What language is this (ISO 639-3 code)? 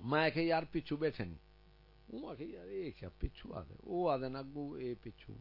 skr